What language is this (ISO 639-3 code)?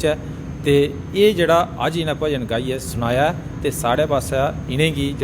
doi